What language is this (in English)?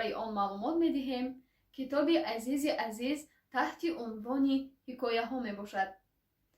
Tajik